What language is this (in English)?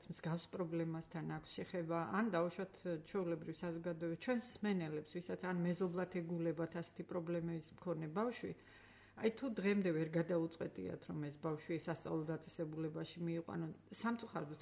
Georgian